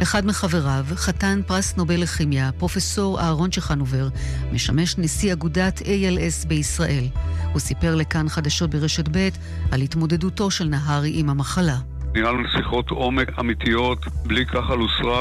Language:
Hebrew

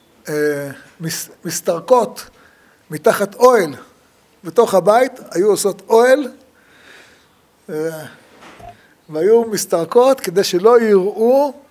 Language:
Hebrew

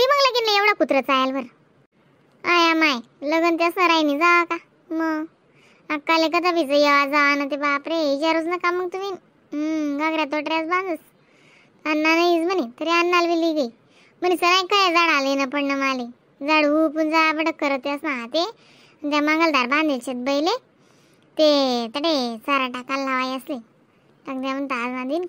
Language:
Khandesi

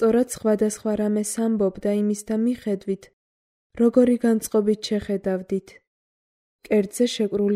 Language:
Georgian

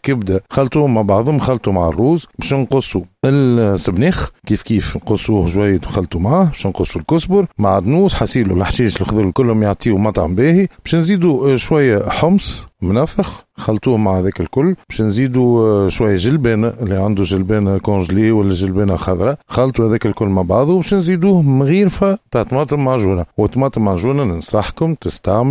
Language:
Tunisian Arabic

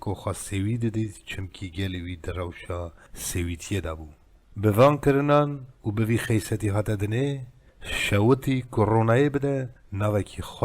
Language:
Kurdish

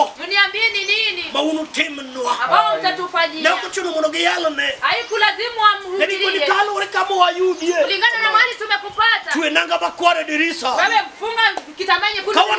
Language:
Luo (Kenya and Tanzania)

